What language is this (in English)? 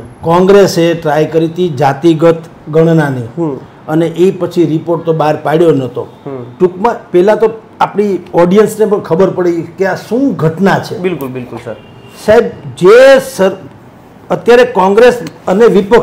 Gujarati